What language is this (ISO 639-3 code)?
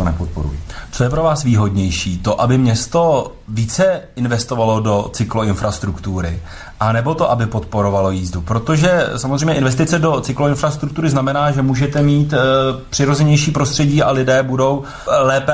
ces